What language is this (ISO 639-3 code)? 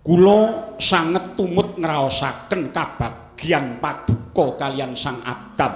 jav